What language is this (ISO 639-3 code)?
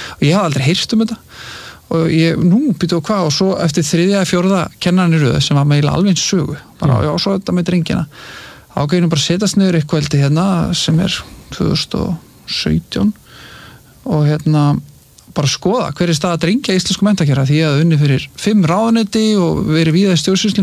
isl